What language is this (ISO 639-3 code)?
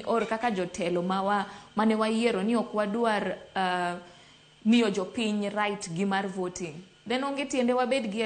luo